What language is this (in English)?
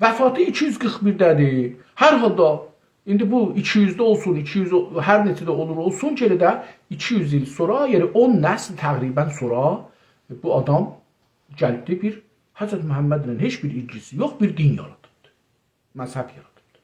South Azerbaijani